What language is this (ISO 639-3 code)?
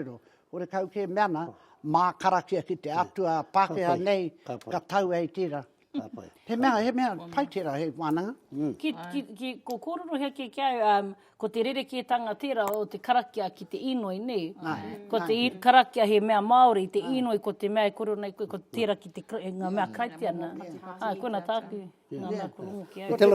mri